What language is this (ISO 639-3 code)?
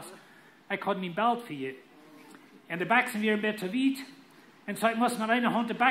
pdt